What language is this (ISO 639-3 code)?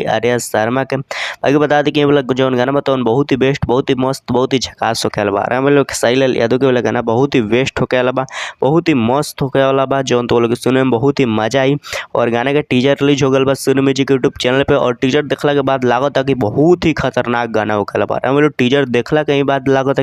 bho